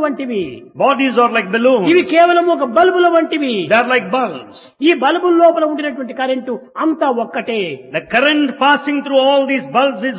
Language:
Telugu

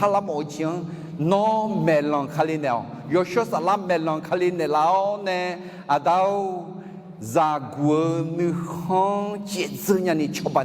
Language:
Akha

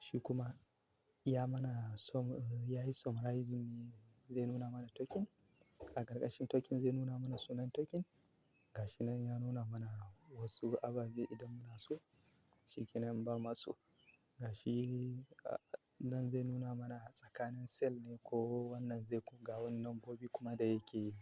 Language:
Hausa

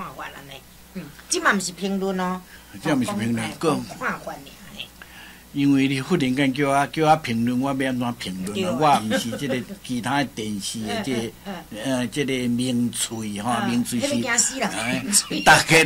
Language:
Min Nan Chinese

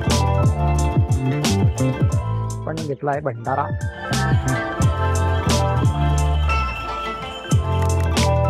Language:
Marathi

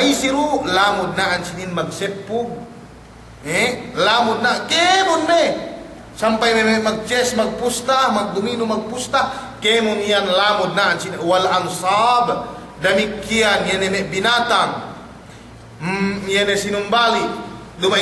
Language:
Yakan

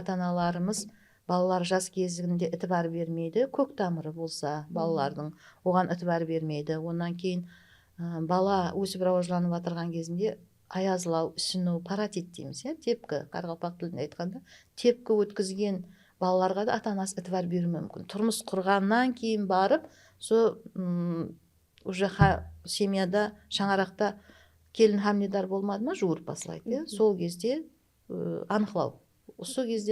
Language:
Kara-Kalpak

